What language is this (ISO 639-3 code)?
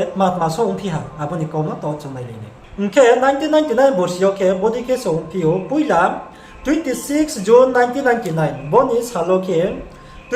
ria